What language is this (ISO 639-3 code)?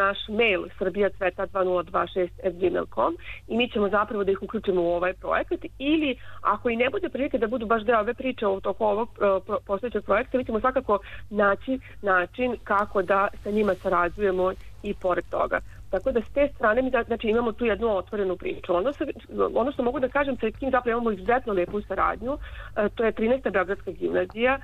srp